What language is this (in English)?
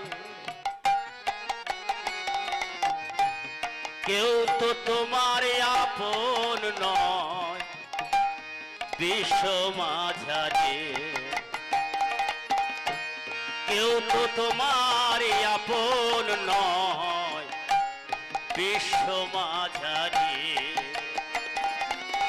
Bangla